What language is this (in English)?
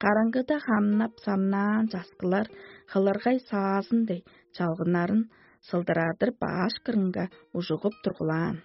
Tuvinian